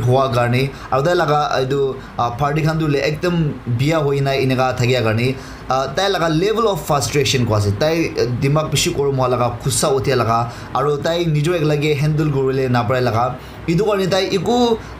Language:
Naga Pidgin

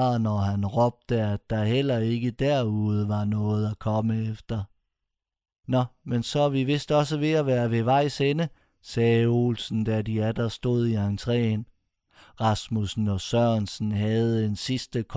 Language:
Danish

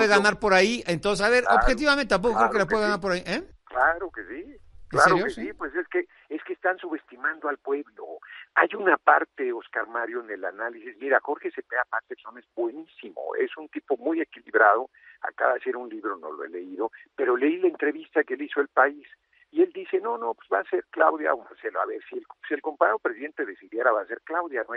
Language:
Spanish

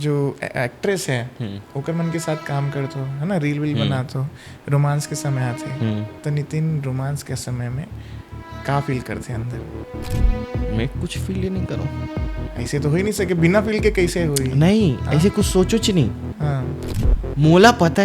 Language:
Chhattisgarhi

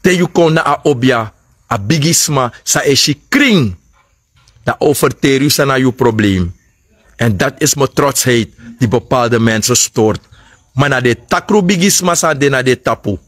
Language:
Sranan Tongo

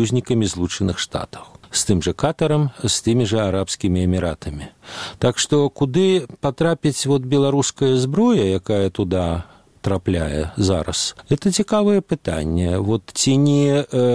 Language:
Belarusian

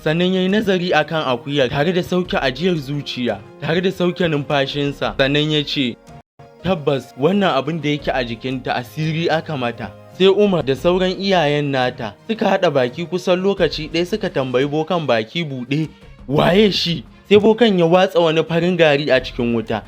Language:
Hausa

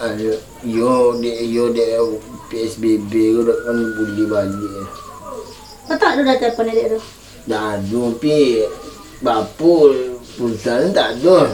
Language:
Minangkabau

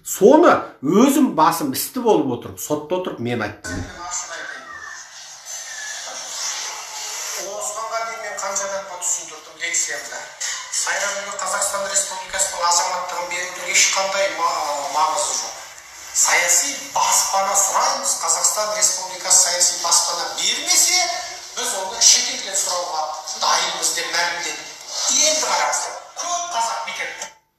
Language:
Kazakh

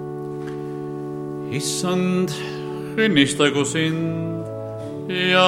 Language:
Estonian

